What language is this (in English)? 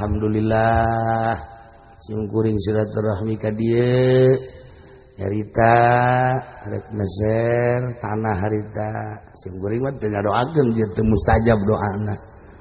Sundanese